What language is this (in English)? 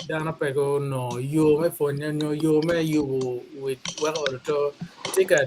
Acoli